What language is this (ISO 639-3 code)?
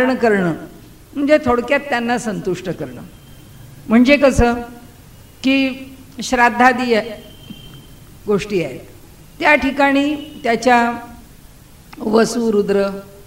mar